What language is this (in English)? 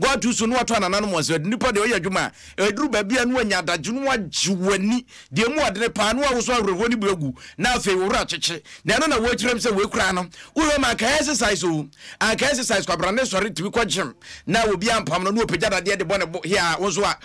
Akan